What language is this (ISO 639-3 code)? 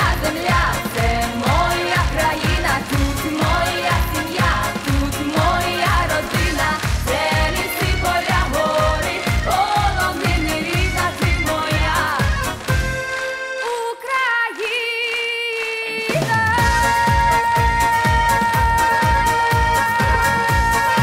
ukr